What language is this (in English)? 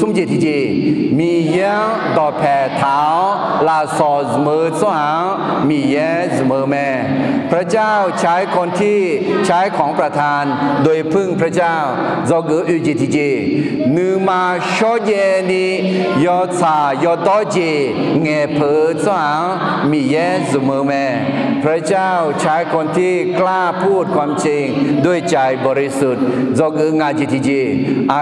Akha